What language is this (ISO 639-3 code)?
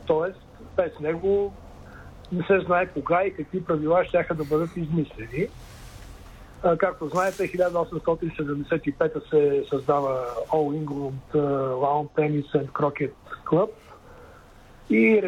bul